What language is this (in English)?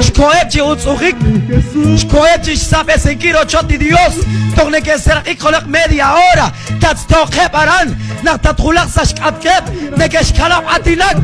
Kekchí